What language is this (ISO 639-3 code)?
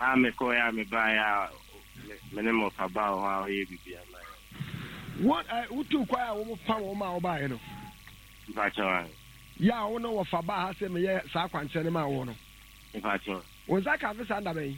aka